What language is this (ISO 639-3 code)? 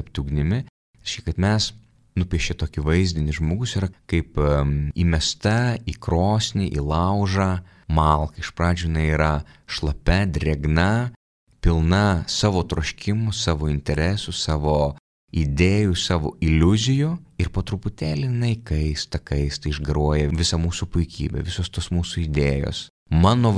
lit